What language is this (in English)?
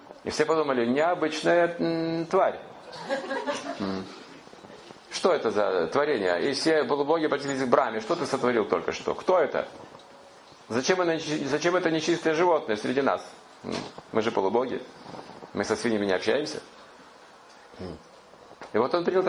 Russian